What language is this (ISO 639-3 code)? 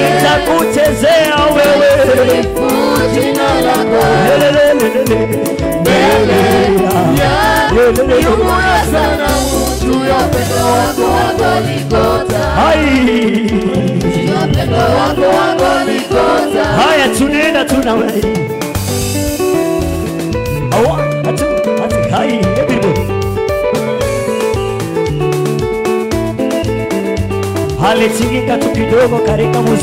swa